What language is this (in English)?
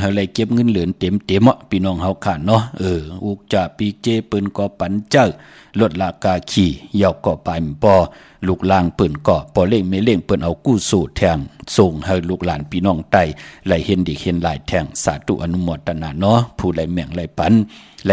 Shan